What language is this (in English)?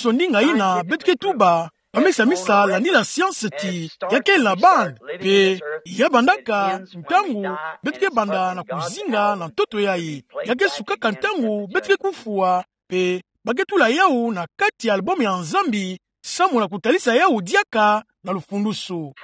Kituba (Democratic Republic of Congo)